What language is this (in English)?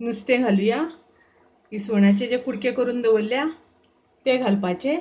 Konkani